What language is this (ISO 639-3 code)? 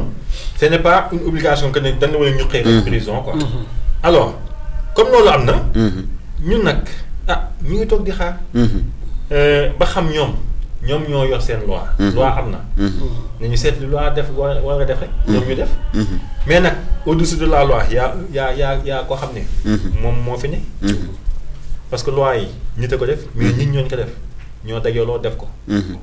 wol